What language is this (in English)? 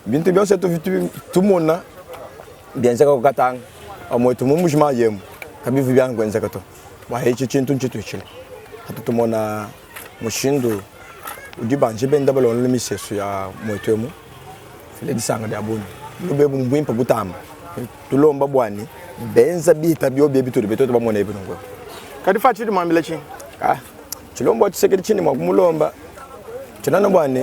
Luba-Lulua